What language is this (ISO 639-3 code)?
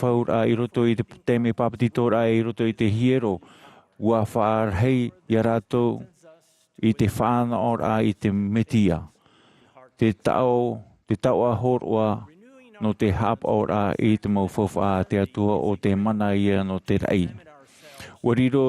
tah